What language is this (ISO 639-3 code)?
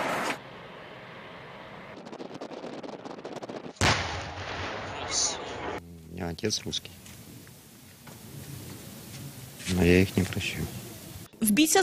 ukr